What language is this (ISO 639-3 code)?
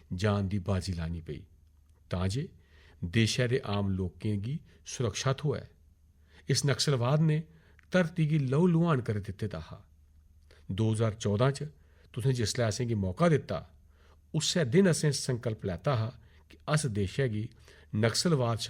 doi